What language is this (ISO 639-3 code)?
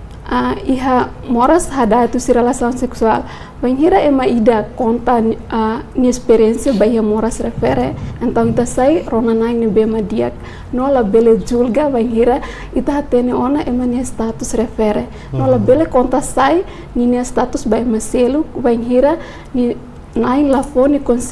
tet